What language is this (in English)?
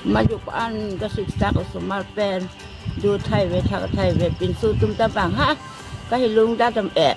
Karbi